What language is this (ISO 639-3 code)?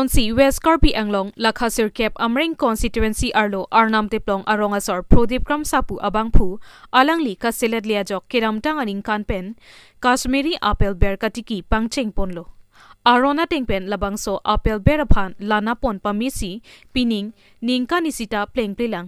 mjw